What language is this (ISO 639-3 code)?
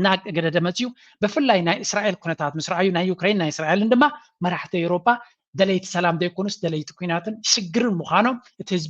tir